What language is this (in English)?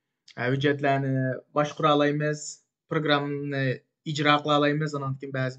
Uyghur